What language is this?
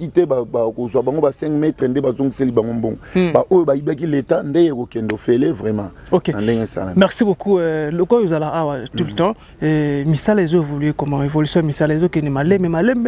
Lingala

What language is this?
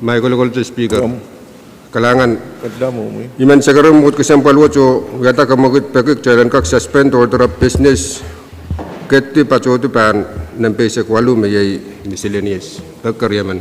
Pohnpeian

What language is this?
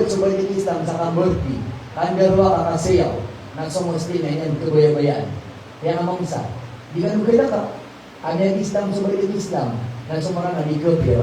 Maranao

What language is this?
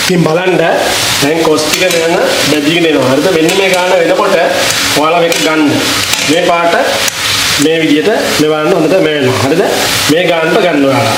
Sinhala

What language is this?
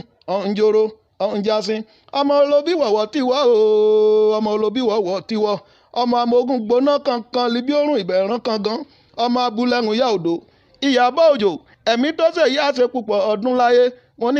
Yoruba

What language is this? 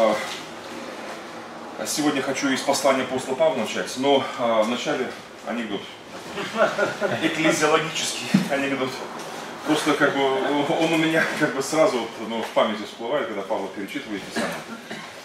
Russian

